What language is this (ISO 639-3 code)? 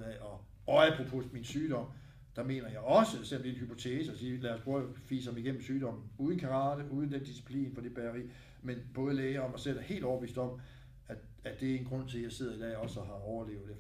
dan